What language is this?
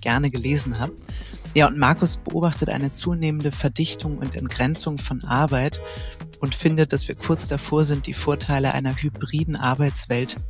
German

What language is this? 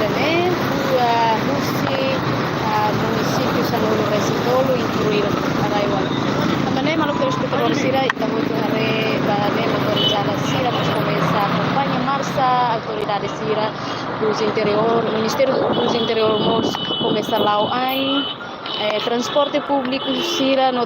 Tetum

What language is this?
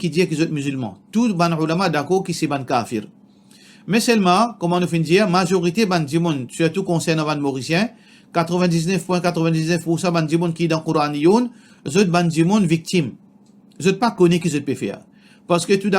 Morisyen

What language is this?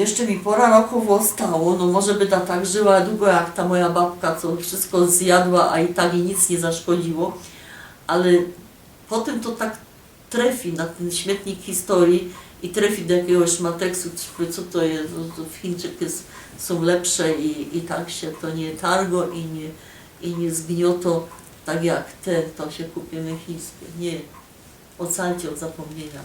Silesian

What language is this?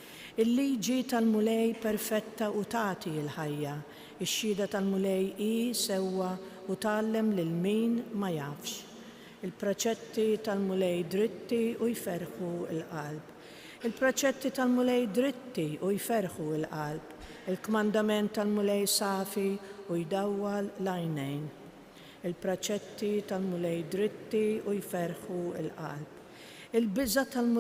Maltese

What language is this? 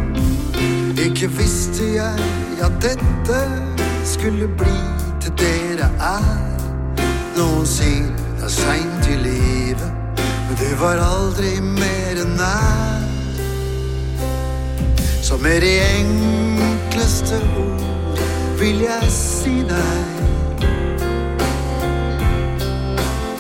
Norwegian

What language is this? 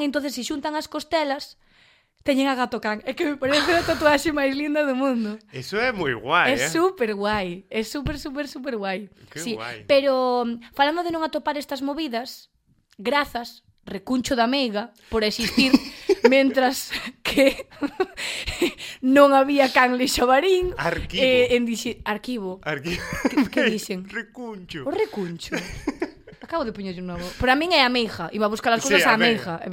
Galician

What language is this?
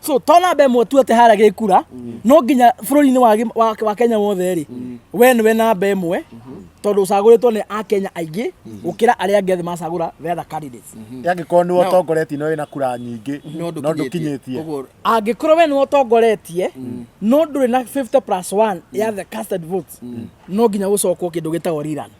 Kikuyu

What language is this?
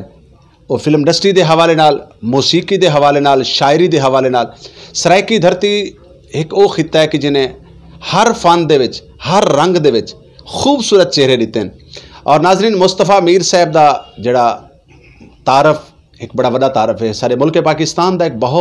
Saraiki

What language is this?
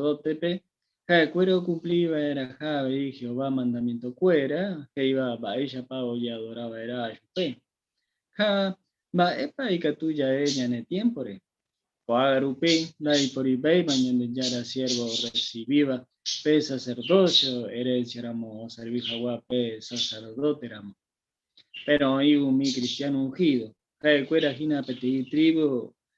Guarani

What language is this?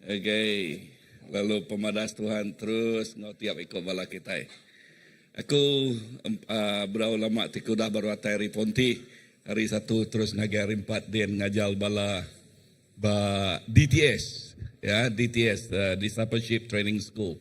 Iban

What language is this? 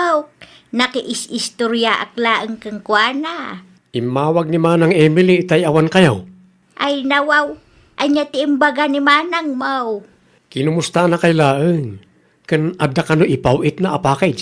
Iloko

